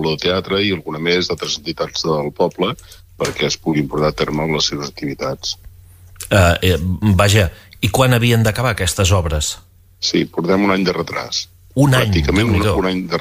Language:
Catalan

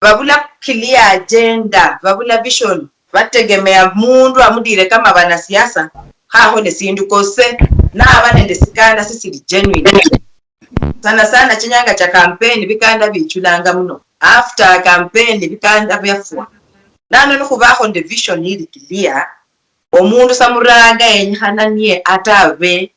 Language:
Luyia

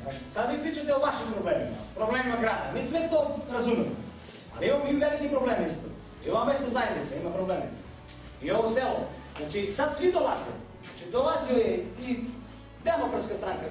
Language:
Serbian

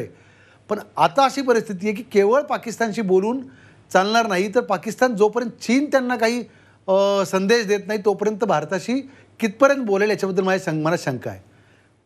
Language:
Marathi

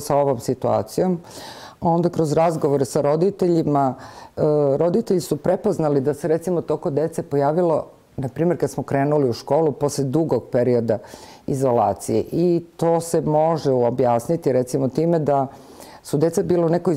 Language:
Serbian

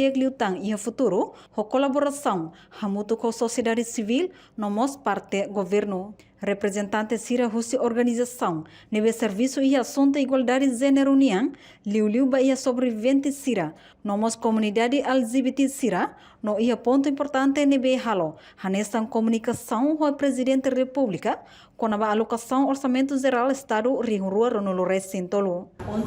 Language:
Tetum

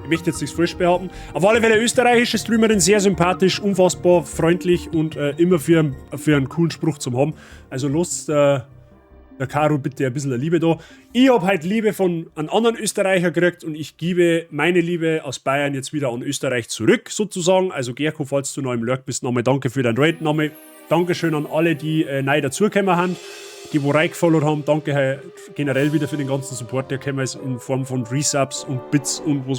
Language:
Bavarian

